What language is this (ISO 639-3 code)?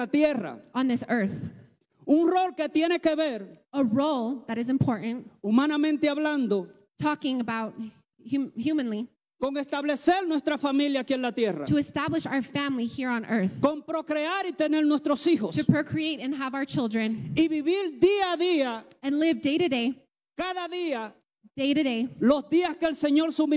spa